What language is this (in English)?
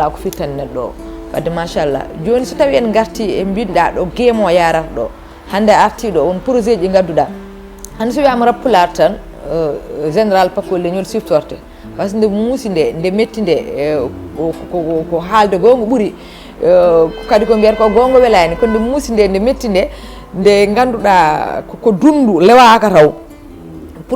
Fula